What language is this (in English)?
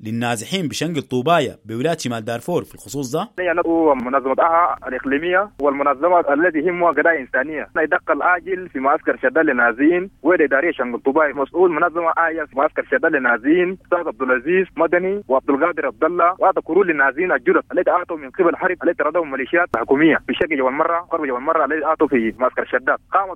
Sudanese Arabic